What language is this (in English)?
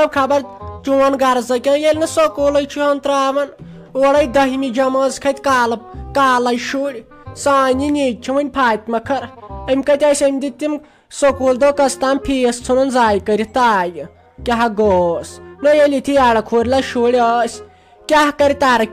Kashmiri